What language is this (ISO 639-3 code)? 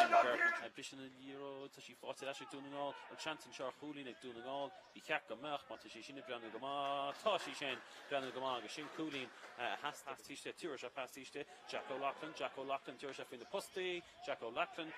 gle